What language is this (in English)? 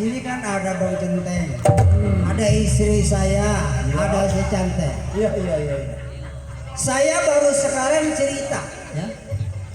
Betawi